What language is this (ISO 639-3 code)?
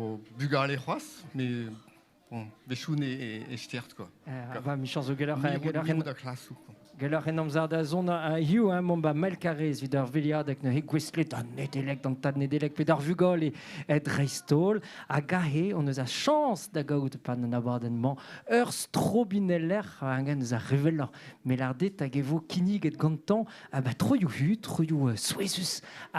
bre